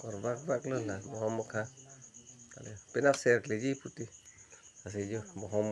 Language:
Karbi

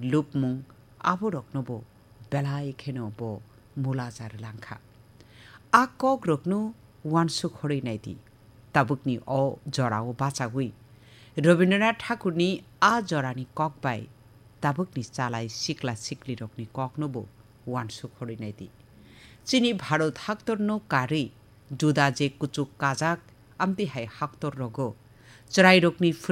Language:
Kok Borok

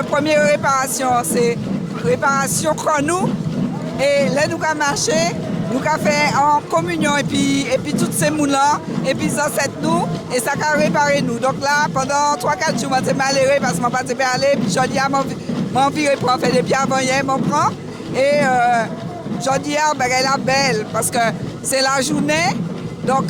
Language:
Guadeloupean Creole French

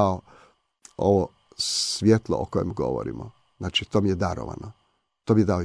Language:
Croatian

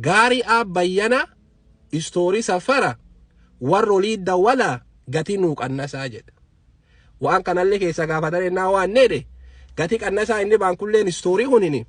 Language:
Oromo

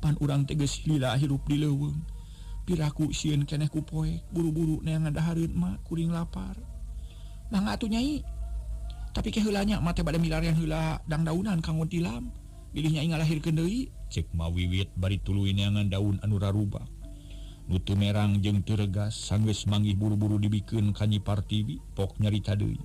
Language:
Sundanese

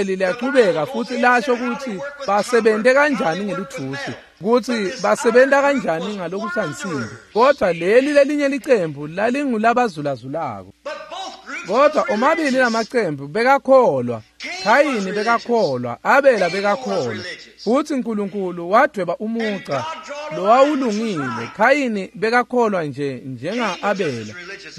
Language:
Swati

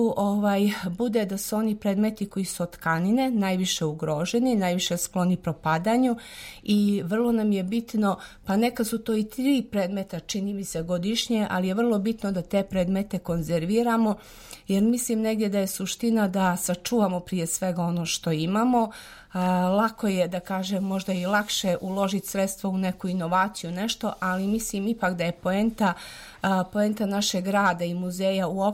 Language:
Serbian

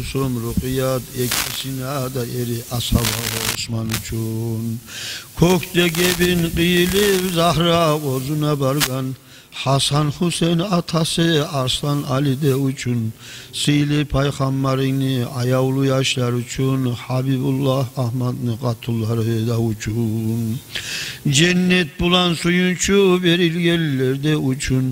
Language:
Kumyk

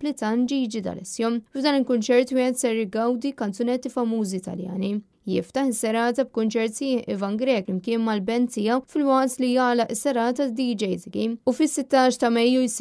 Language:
Maltese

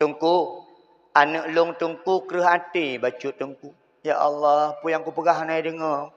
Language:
Achinese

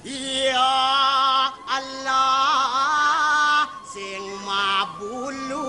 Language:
Balinese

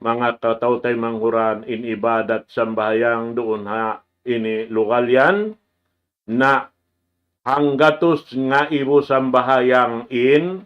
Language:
Tausug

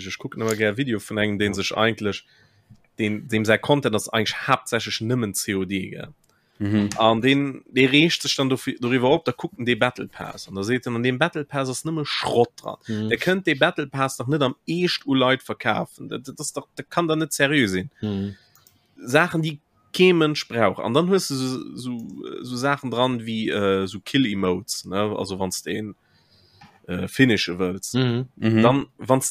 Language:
Luxembourgish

